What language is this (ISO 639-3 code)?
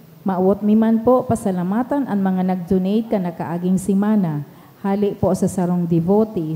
bik